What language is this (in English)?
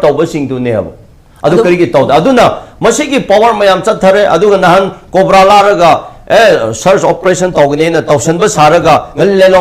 Manipuri